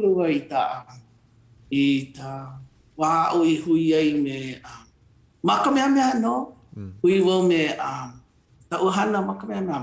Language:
Hawaiian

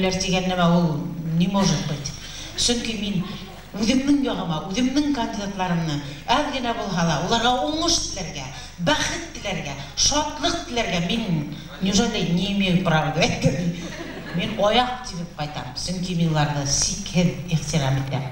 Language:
Bashkir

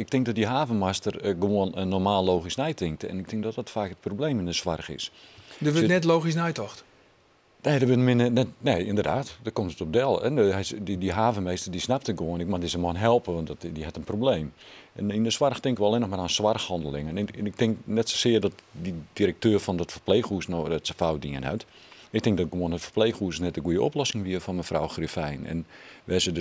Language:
Western Frisian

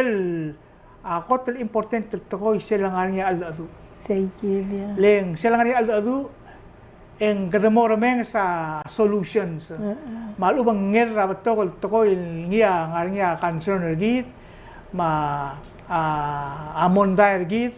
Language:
Palauan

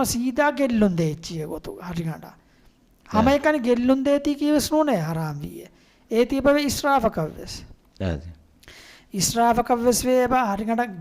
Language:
Divehi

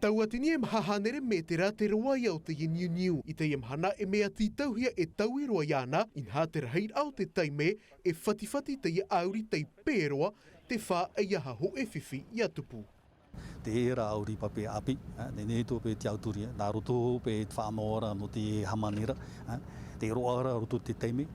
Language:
Tahitian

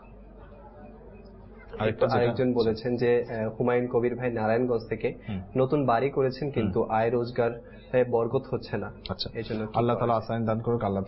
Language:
Bangla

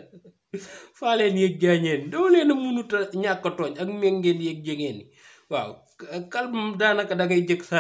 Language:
Wolof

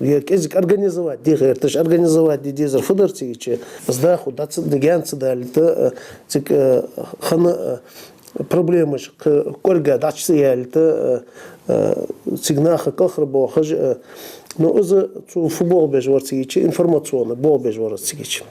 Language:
Ingush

